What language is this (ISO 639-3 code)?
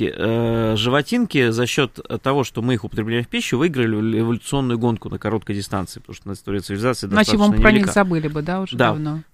rus